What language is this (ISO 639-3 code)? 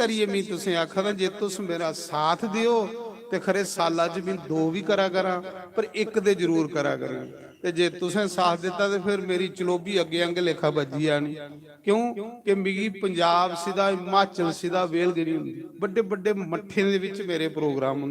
doi